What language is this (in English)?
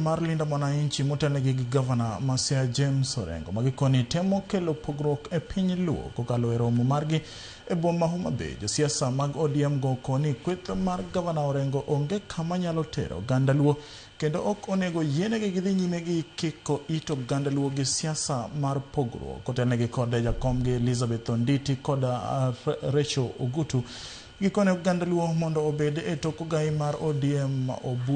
Luo (Kenya and Tanzania)